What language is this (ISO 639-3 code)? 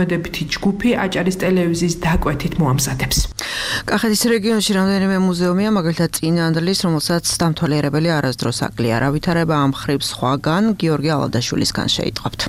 kat